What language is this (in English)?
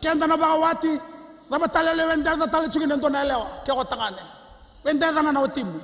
Fijian